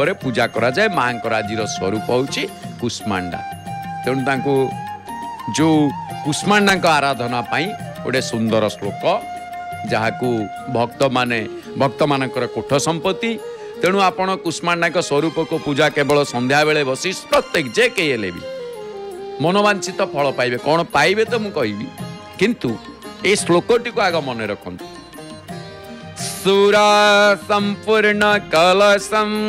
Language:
Odia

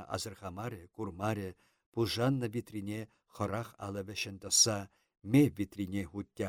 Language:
Chuvash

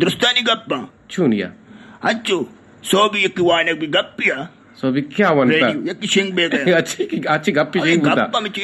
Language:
Eastern Balochi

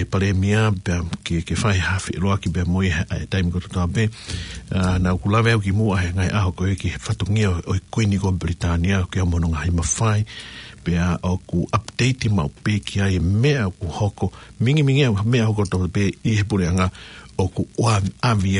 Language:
Tongan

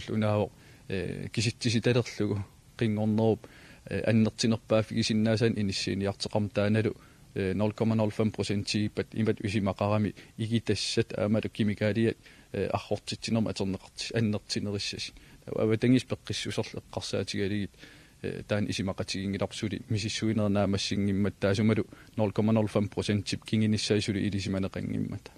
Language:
Kalaallisut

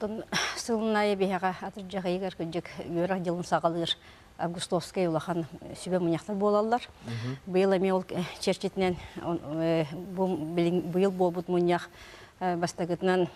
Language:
Yakut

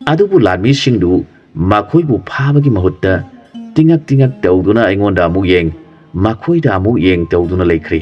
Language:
Manipuri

